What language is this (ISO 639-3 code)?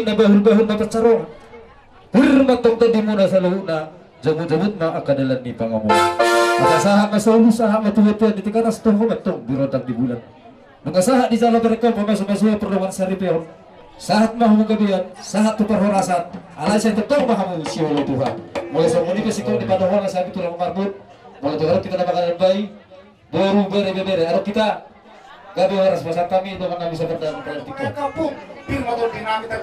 bbc